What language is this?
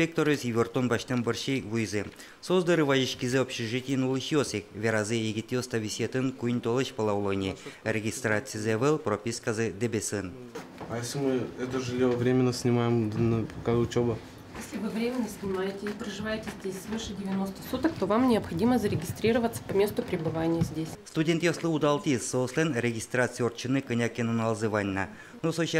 Udmurt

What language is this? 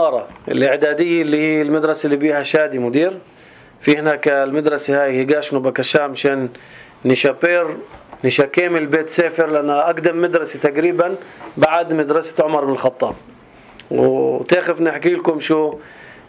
North Levantine Arabic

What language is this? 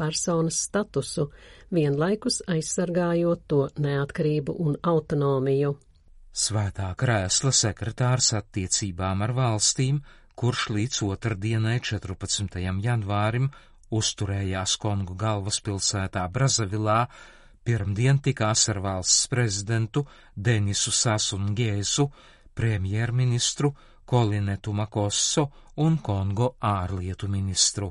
Latvian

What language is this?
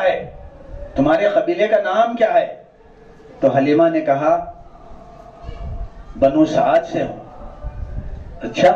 Urdu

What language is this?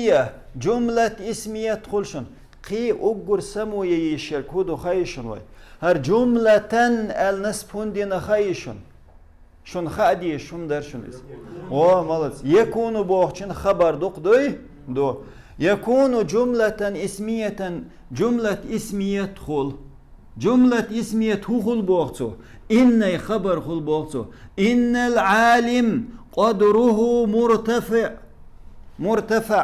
Chechen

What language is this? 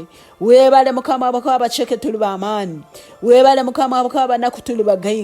Nyoro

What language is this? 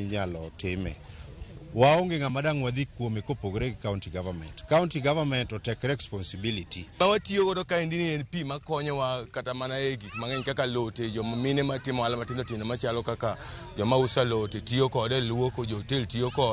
Luo (Kenya and Tanzania)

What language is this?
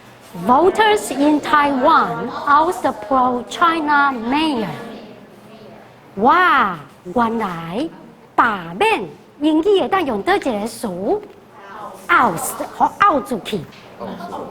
Min Nan Chinese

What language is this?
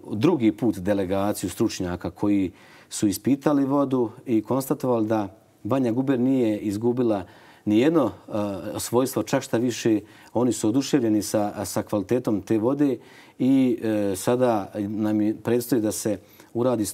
Bosnian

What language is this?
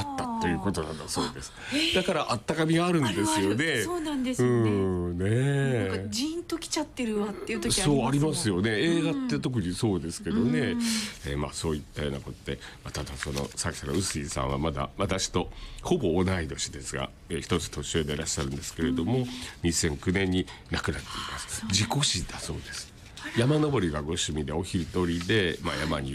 Japanese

